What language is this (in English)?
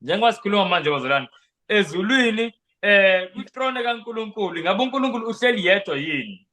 Zulu